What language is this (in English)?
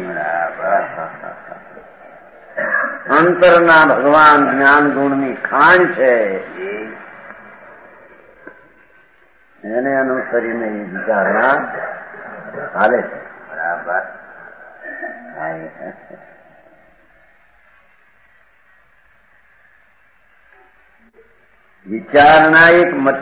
Gujarati